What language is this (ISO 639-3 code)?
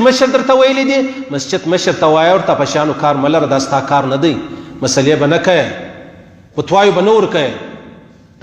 pus